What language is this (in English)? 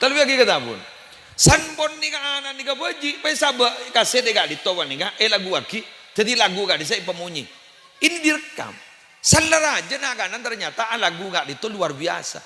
Madurese